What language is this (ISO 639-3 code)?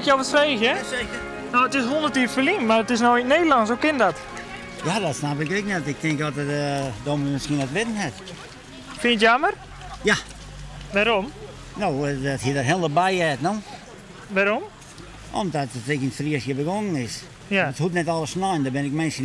fry